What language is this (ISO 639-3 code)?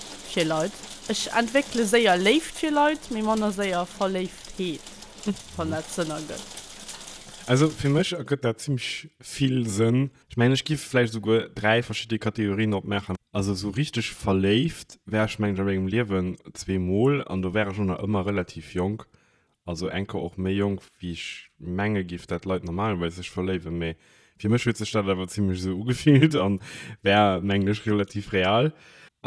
ltz